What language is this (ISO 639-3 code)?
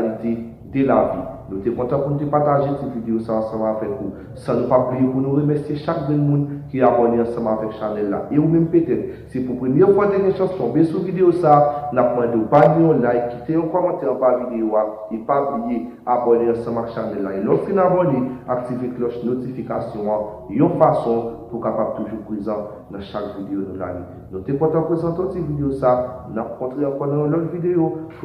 hat